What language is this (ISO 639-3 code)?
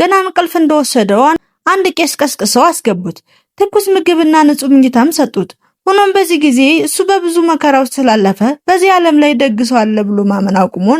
amh